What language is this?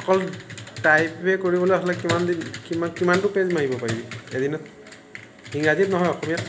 Assamese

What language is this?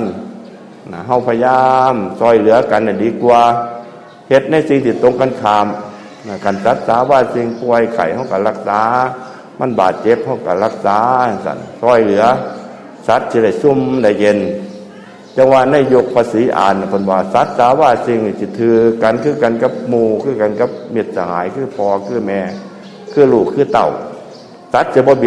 Northeastern Thai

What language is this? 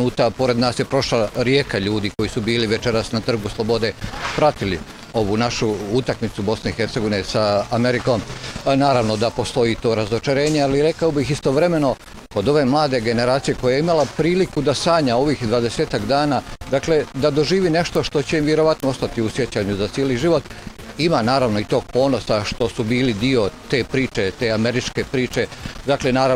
Bosnian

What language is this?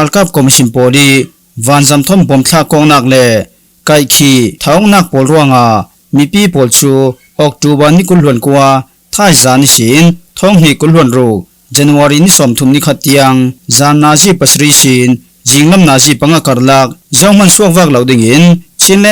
Falam Chin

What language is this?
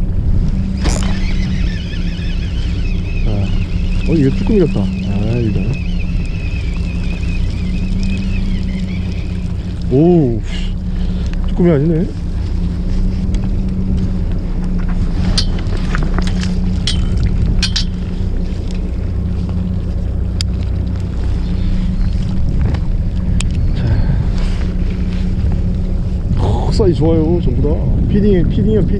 Korean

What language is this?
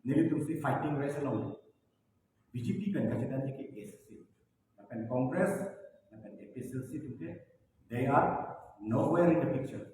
Karbi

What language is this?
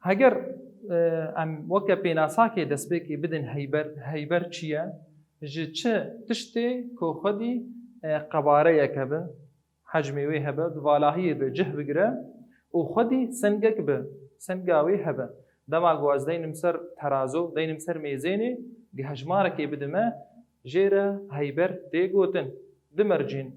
Kurdish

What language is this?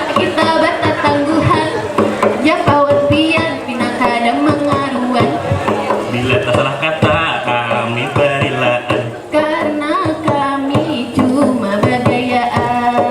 Banjar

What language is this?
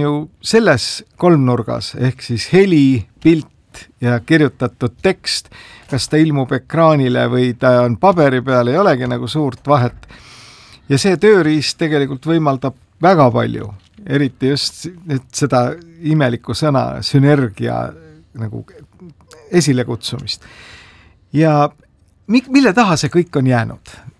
Estonian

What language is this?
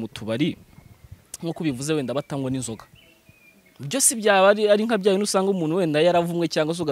Kinyarwanda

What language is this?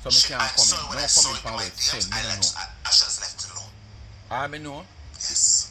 Jamaican Creole English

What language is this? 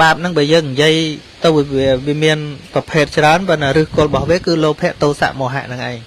Khmer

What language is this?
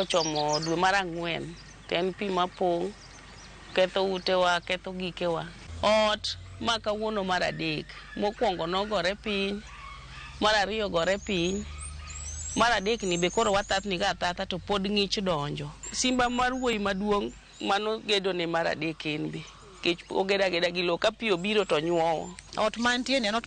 Luo (Kenya and Tanzania)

